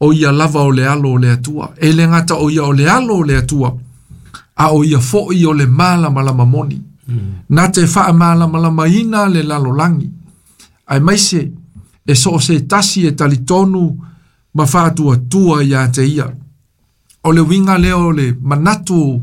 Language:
Samoan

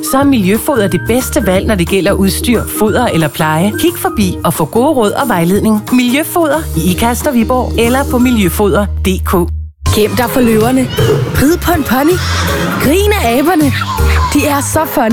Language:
Danish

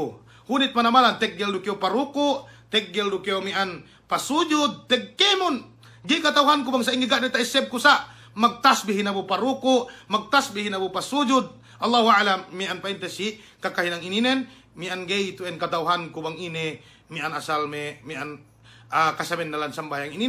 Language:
Yakan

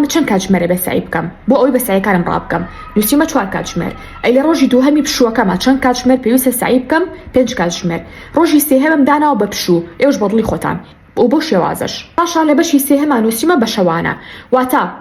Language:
Central Kurdish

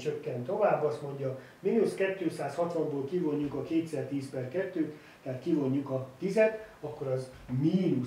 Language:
Hungarian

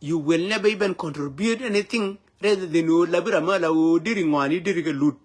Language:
Nuer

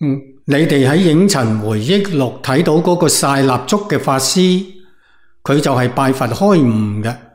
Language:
Cantonese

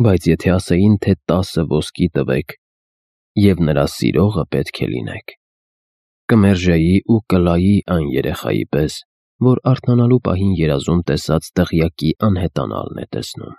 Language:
Armenian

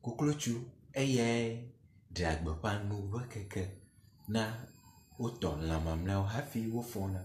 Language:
Ewe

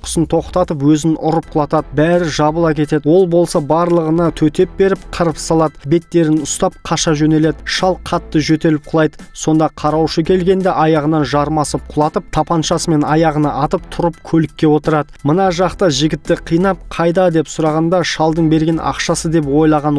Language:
Kazakh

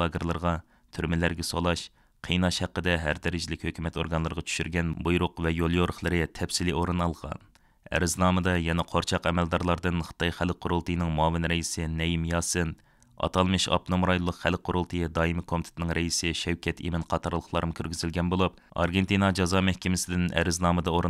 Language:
Uyghur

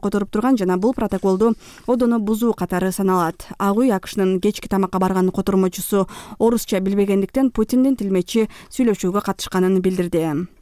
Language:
Kyrgyz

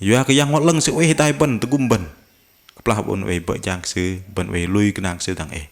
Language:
Bahnar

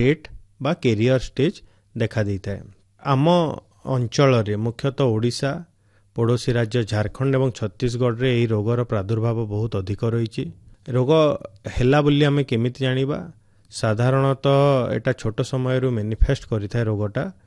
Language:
Odia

